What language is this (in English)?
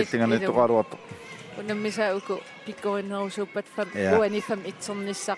Kalaallisut